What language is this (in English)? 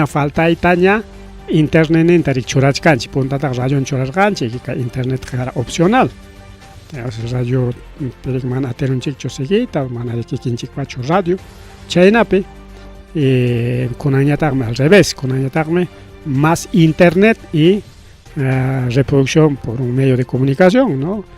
Ayacucho Quechua